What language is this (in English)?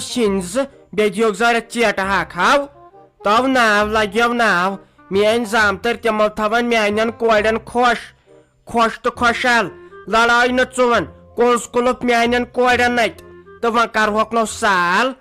Kashmiri